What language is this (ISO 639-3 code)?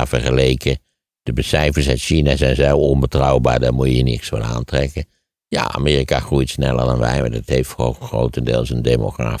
nld